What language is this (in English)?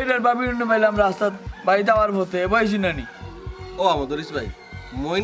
Sylheti